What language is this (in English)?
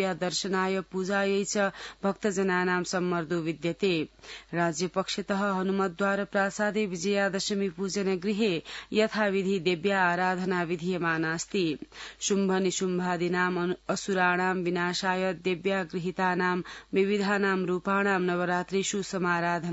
Sanskrit